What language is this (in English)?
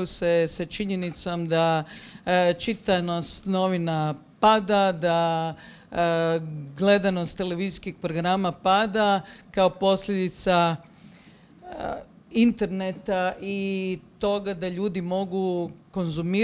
Croatian